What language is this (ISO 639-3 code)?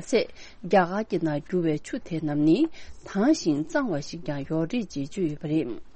bod